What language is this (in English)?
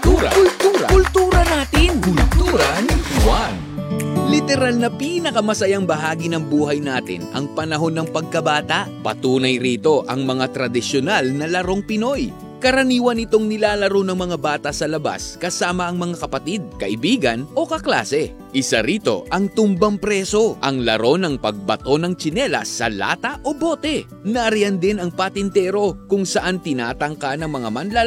Filipino